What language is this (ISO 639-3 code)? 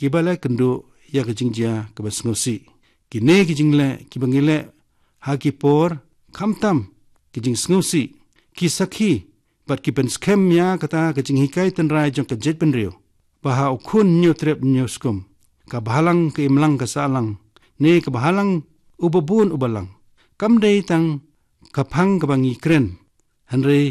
kha